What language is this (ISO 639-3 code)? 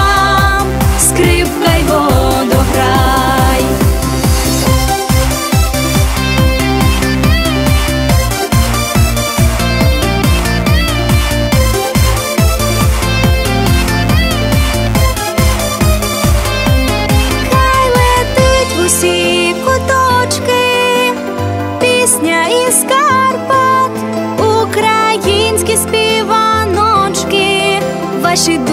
ukr